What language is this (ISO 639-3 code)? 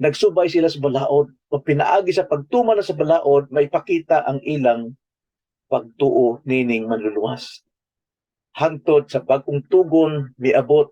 ceb